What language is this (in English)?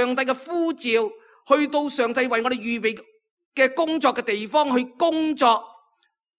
Cantonese